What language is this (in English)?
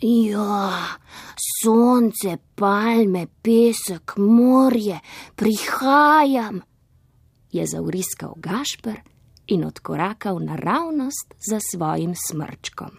Slovenian